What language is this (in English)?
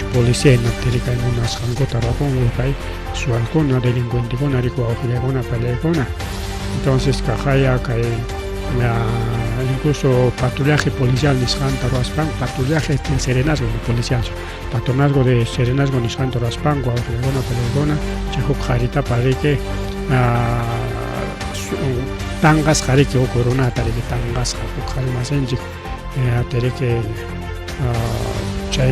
Ayacucho Quechua